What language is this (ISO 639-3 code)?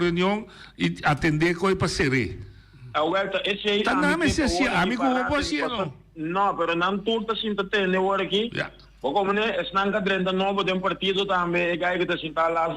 pap